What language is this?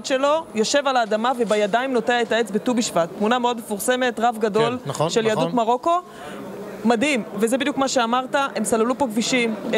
Hebrew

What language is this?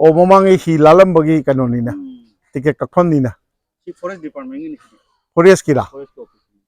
Manipuri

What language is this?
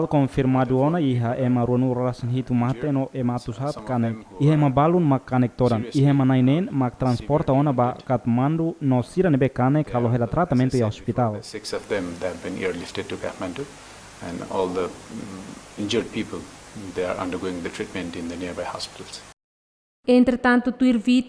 Tetum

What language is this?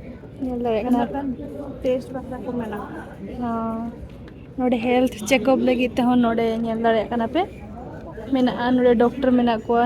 Santali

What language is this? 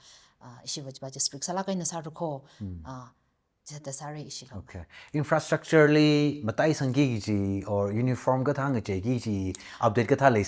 Tangkhul Naga (India)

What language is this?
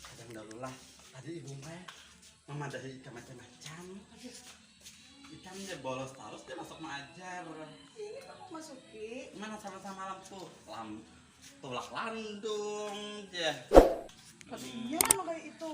Banjar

